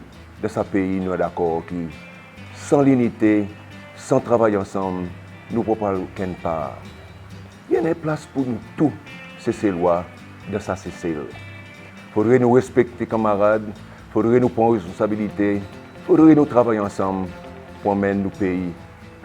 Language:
Seselwa Creole French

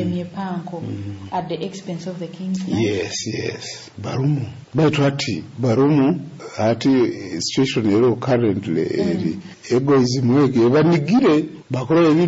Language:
Nyoro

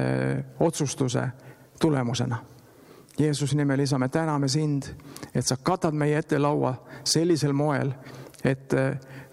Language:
Estonian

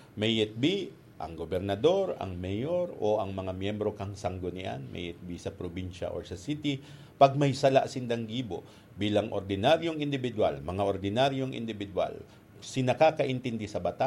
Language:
Bikol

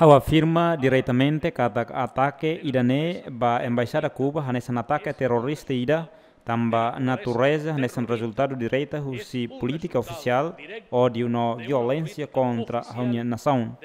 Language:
Tetum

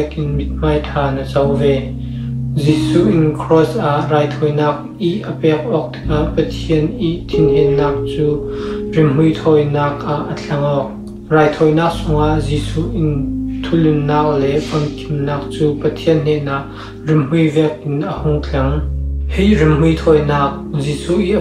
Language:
Falam Chin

